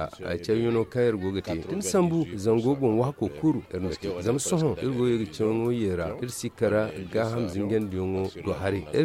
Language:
Zarma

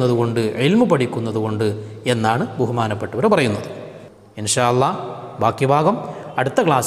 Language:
Malayalam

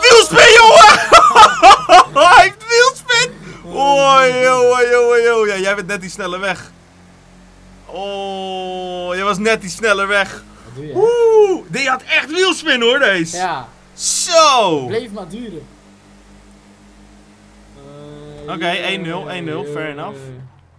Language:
Dutch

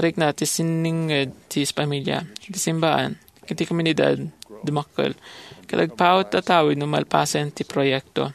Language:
Iloko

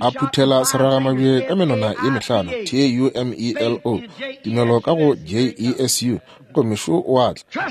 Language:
Northern Sotho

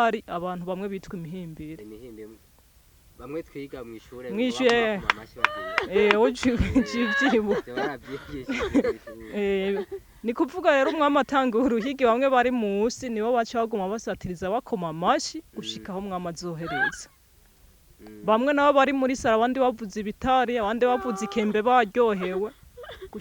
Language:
Rundi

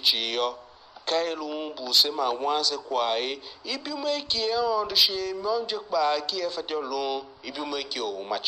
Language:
Tiv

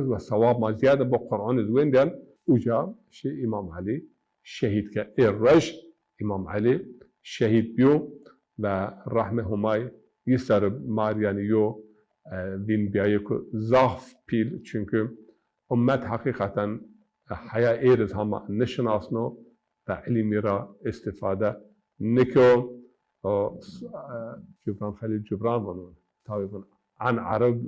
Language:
Zaza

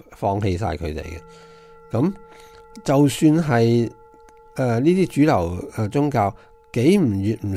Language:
Cantonese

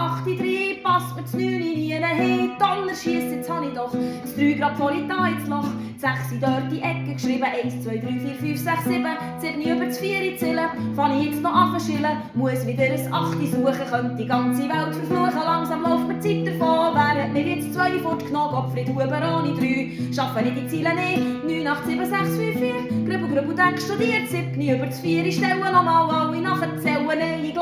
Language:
Swiss German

